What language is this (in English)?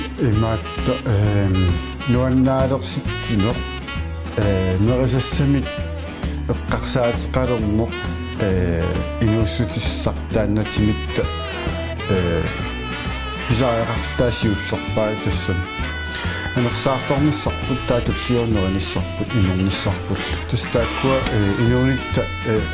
Kalaallisut